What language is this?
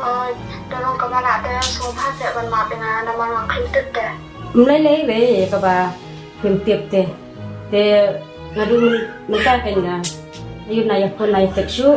Khasi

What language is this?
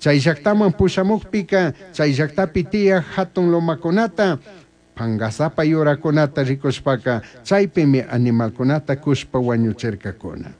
Chimborazo Highland Quichua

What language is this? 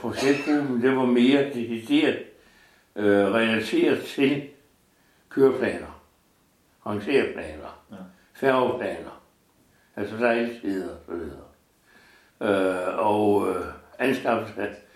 Danish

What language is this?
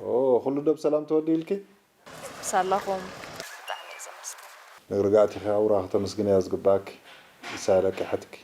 Tigrinya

